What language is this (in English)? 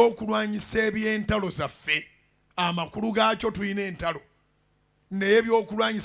Ganda